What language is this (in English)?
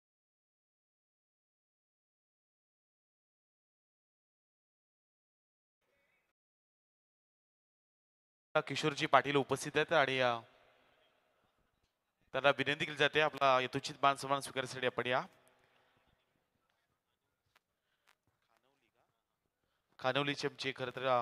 Marathi